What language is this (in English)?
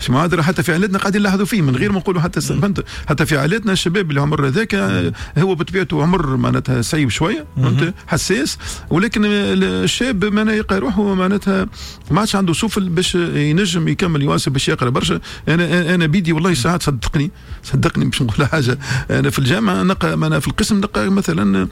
Tunisian Arabic